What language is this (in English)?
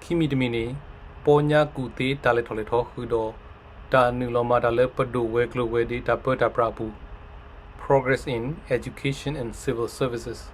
S'gaw Karen